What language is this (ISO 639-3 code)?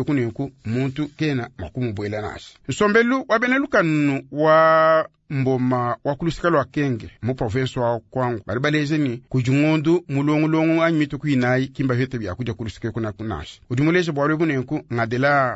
lua